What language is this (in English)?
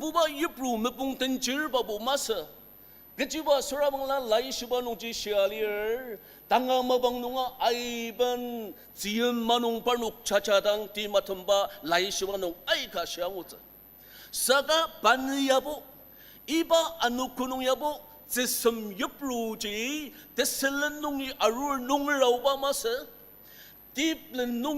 Ao Naga